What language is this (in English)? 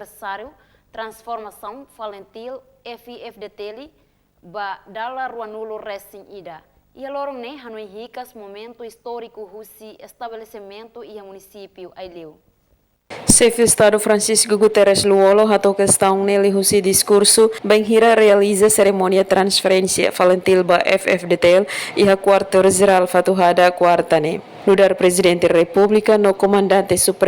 Tetum